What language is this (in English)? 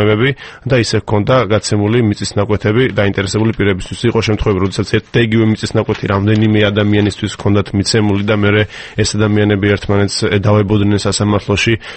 Georgian